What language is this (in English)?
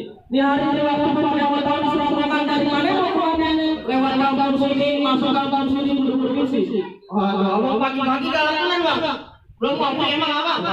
Betawi